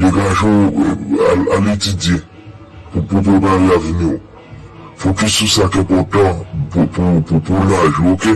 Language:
Haitian Creole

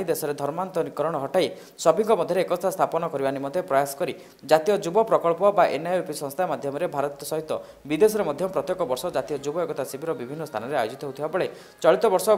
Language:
Odia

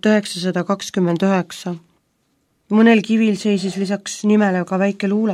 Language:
Estonian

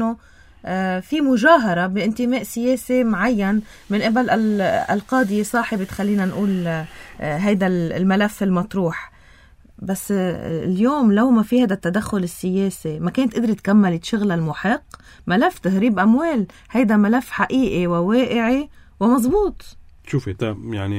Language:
North Levantine Arabic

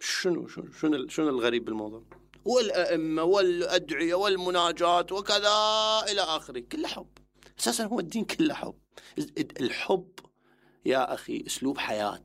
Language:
Mesopotamian Arabic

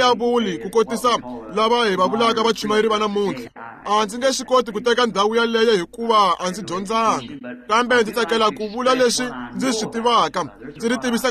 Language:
Tsonga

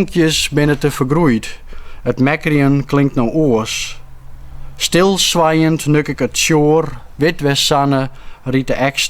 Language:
Western Frisian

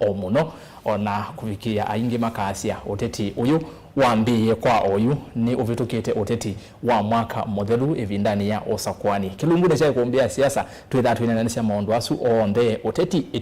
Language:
Kamba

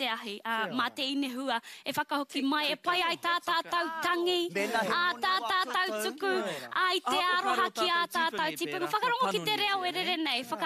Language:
Māori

